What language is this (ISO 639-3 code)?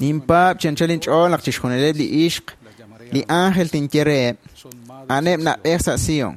kek